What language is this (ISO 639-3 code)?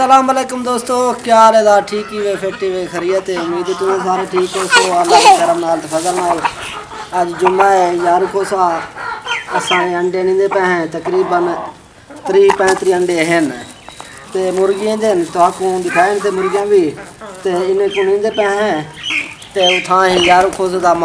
skr